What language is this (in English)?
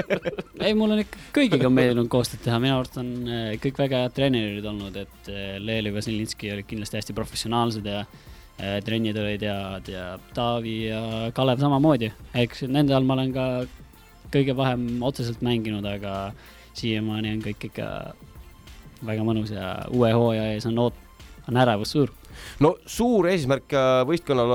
Estonian